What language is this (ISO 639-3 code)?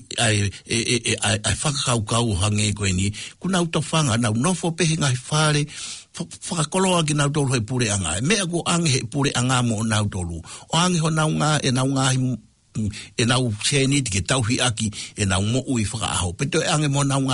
ton